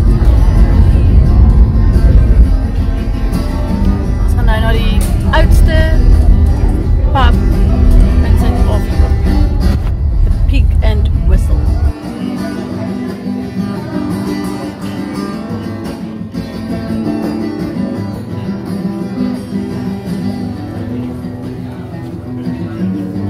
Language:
Afrikaans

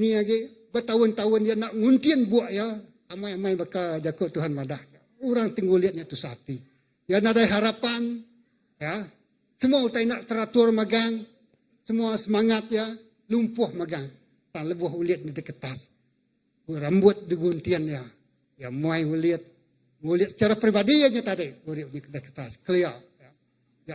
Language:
Iban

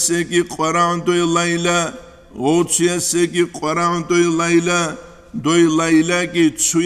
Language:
Avaric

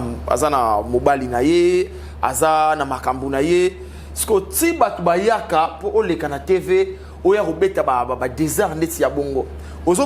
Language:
Lingala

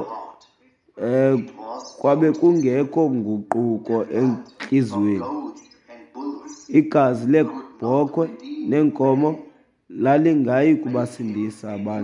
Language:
Xhosa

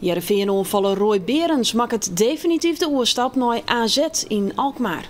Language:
Western Frisian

